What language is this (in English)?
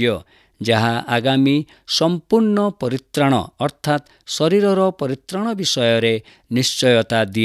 Odia